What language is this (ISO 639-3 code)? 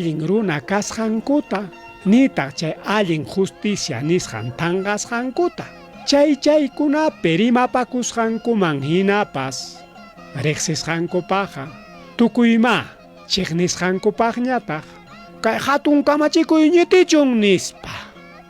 quy